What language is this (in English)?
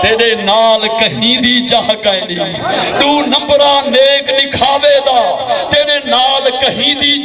Saraiki